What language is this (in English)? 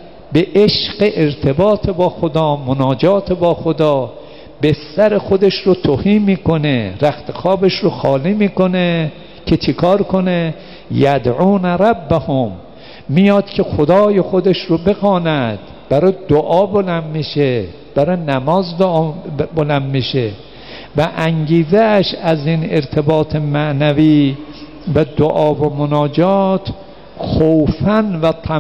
Persian